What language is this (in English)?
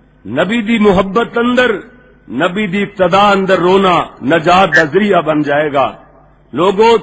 Western Panjabi